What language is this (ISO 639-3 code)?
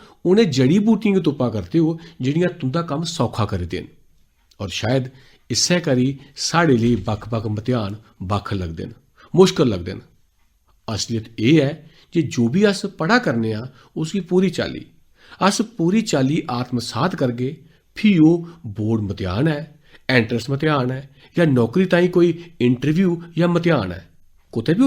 doi